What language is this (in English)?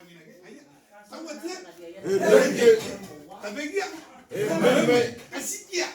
Gilbertese